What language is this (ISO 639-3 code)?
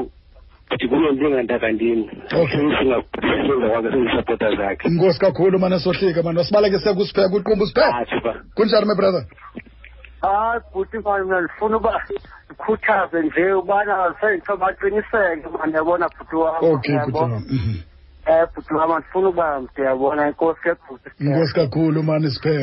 xho